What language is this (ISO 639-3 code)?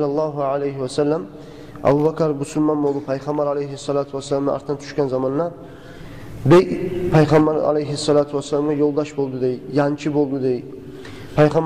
kum